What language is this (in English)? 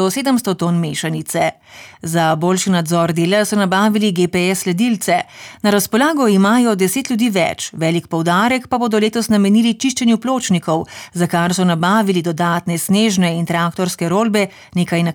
Slovenian